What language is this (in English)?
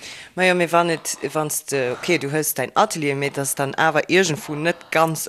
Luxembourgish